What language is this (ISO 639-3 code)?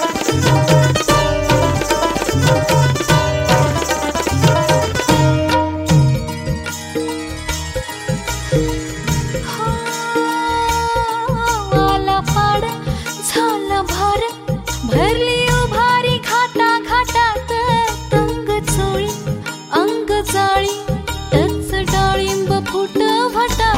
mar